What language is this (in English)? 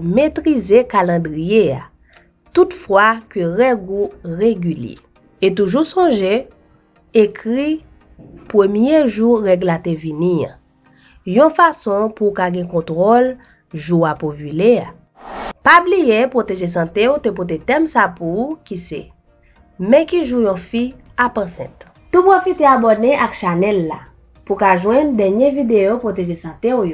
Haitian Creole